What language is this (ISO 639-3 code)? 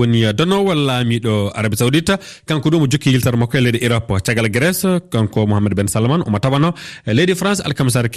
ful